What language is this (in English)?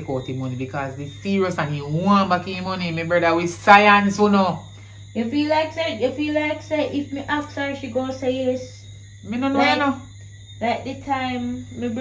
Jamaican Creole English